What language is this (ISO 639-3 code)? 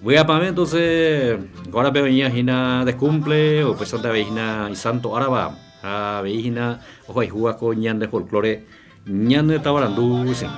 grn